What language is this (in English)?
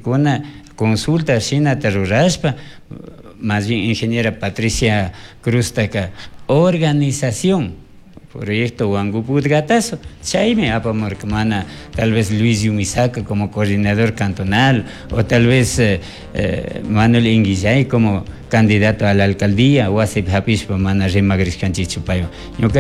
Chimborazo Highland Quichua